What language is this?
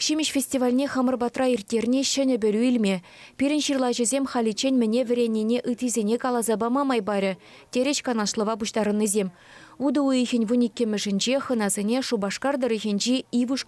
Chuvash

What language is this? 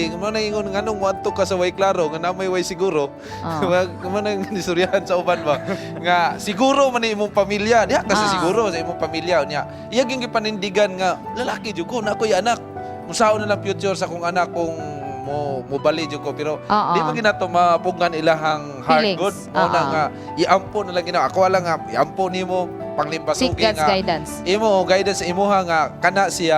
Cebuano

